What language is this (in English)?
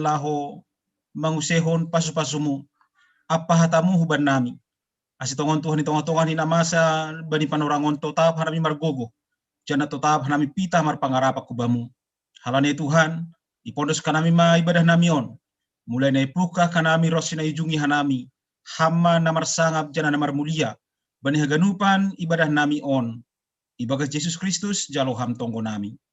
Batak Simalungun